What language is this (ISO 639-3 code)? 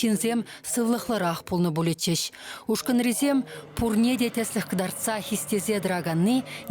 chv